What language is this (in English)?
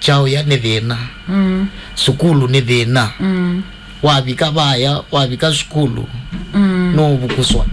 Kamba